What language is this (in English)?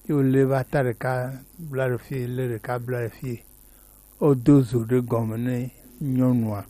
Gen